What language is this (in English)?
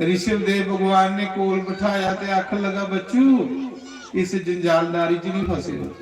Dogri